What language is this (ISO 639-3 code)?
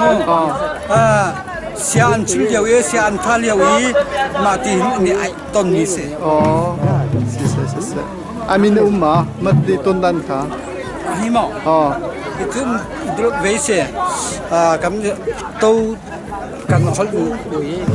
cnh